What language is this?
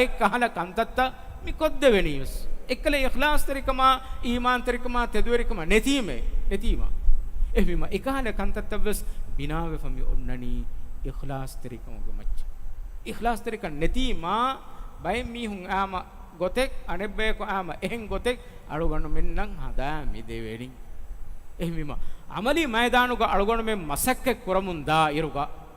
Divehi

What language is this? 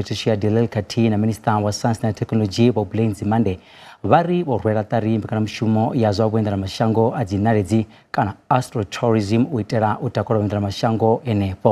Venda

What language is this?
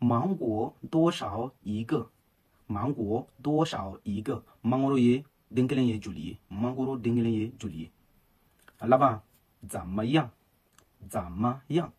Bambara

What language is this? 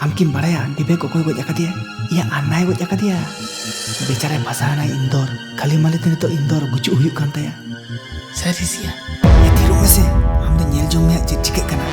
Santali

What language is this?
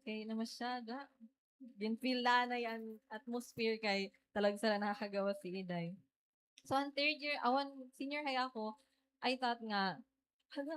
Waray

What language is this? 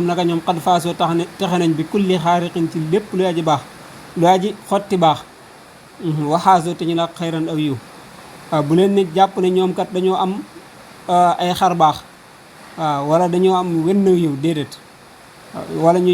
Wolof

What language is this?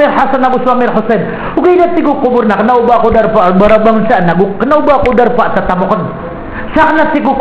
Maranao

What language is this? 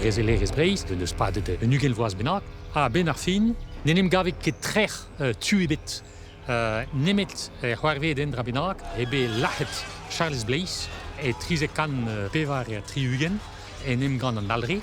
Breton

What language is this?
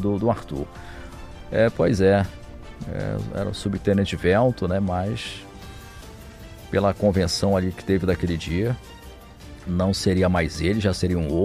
Portuguese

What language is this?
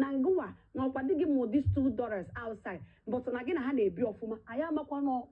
Igbo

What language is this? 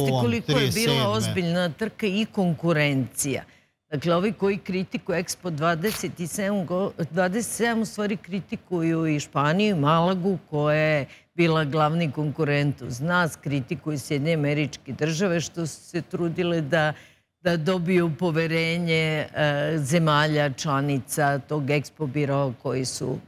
Serbian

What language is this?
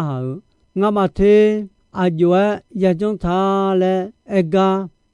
Akha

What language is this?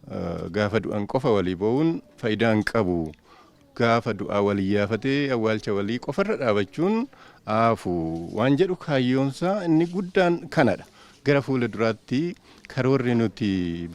Oromo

